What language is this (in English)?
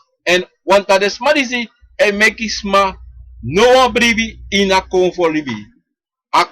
Sranan Tongo